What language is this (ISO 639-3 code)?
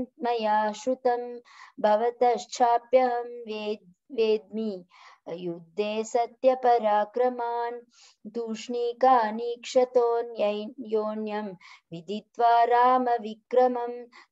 san